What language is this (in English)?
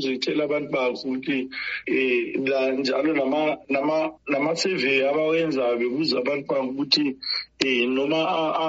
North Ndebele